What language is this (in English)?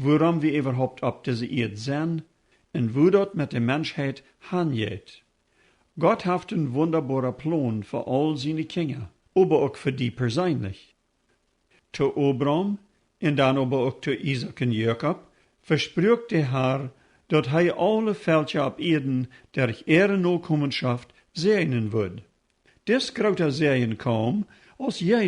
Plautdietsch